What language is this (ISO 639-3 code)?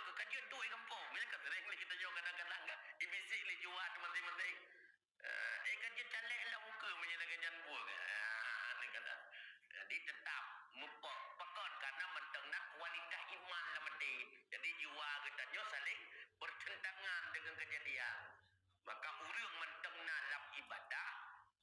ace